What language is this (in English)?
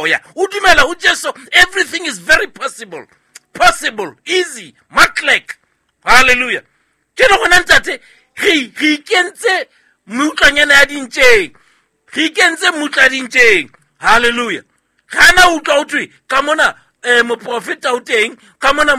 Southern Sotho